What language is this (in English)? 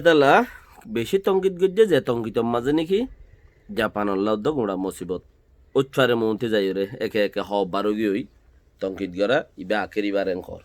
Rohingya